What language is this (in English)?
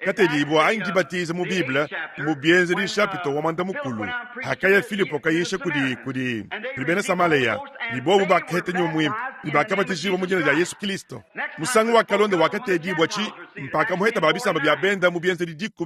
Luba-Lulua